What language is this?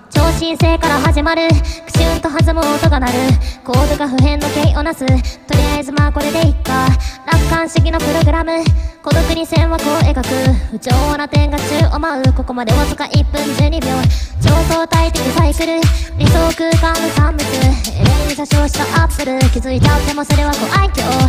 Japanese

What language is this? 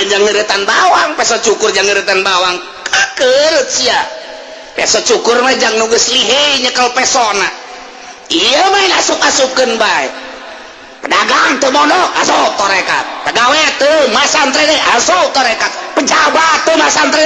Sundanese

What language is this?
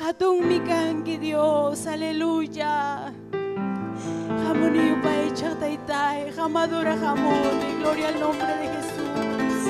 Ayacucho Quechua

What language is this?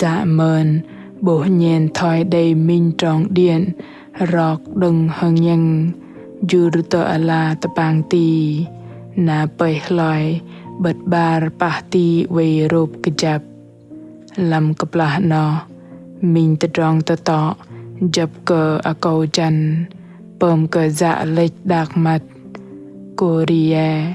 Bahnar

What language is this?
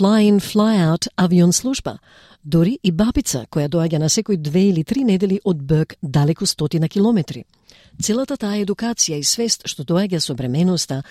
Macedonian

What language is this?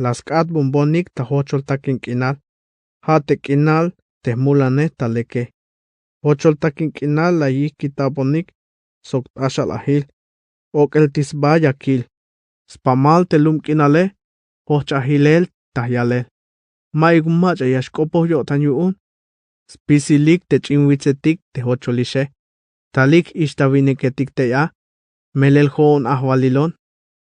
Tzeltal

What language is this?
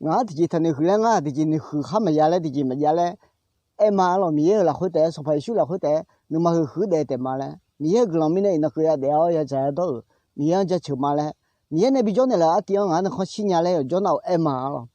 Akha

